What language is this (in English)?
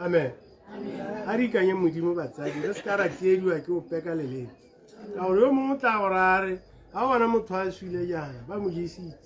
Tswana